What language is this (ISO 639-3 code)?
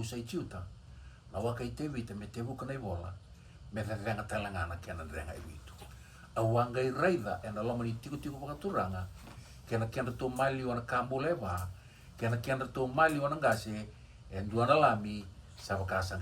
fij